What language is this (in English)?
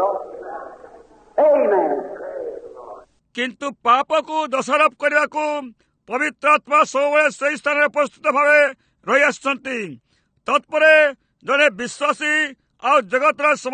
Odia